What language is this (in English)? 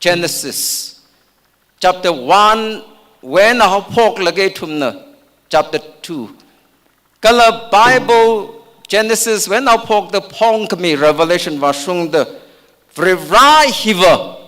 Tangkhul Naga (India)